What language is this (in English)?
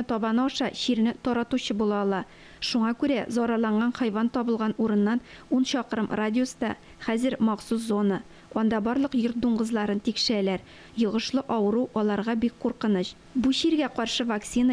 Tatar